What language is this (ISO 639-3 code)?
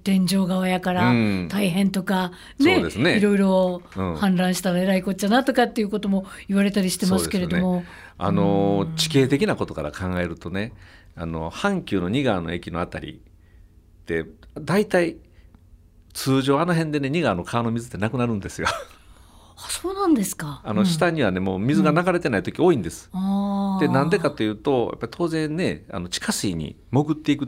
jpn